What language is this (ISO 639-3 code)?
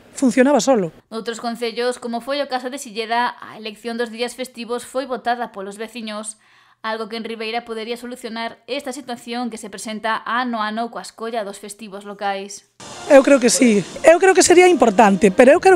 glg